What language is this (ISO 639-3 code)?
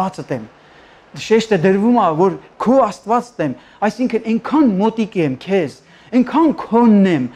hye